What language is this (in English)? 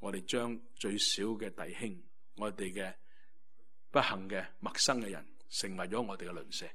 Cantonese